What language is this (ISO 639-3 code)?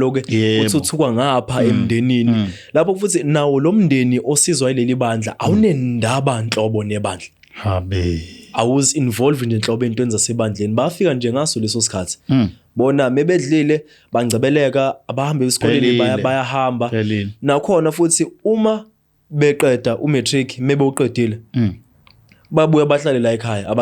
zul